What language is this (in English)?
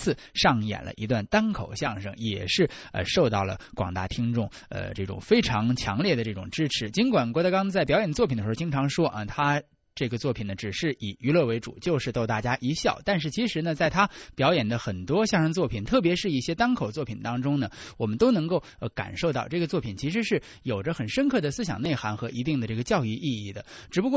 Chinese